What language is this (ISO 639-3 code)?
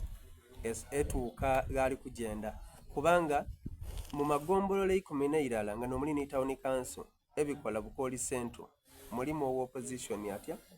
xog